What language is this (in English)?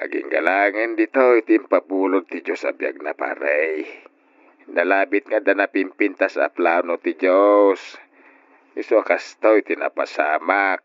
Iloko